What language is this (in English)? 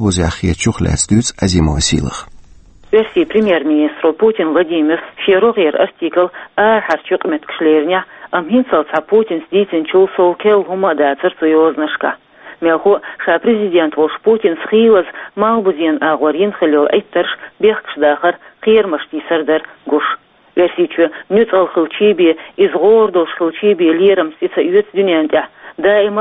Chechen